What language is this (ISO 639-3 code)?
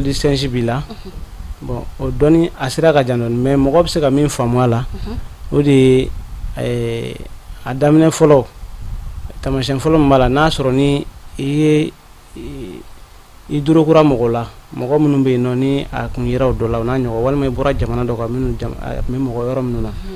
bam